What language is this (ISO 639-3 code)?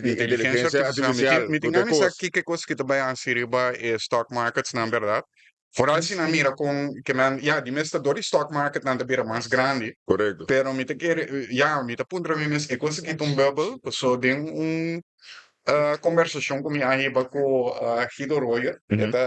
pap